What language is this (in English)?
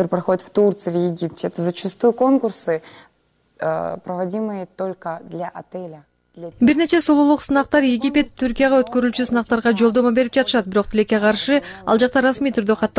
Kyrgyz